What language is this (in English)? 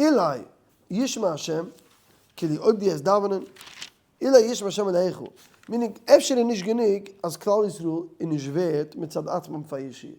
Yiddish